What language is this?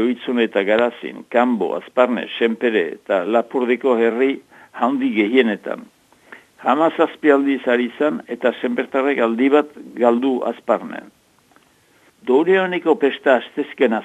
Basque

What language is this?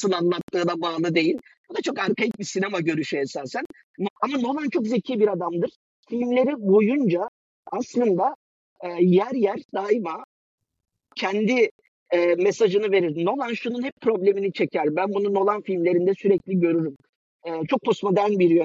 Turkish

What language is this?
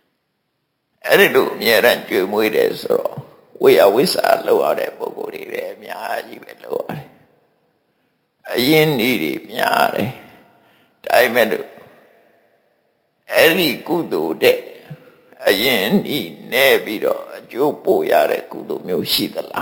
Burmese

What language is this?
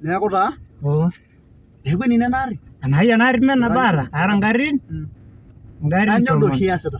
Masai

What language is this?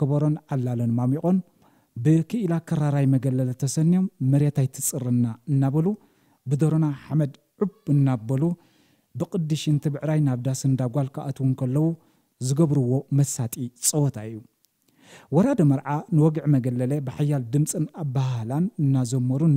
Tigrinya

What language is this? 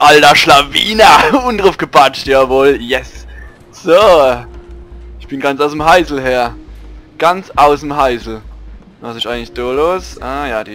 Palatine German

